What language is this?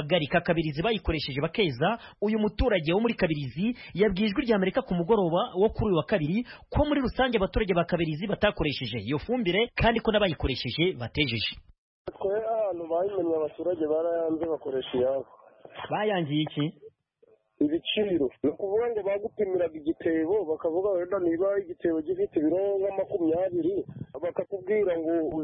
Kinyarwanda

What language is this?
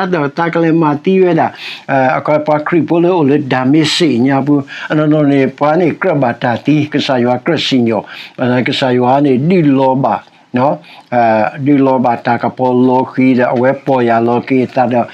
S'gaw Karen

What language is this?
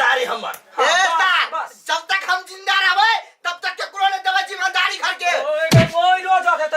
Maithili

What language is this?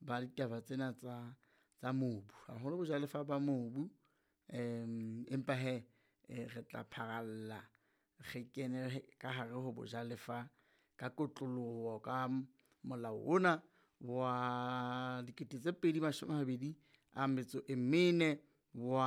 Southern Sotho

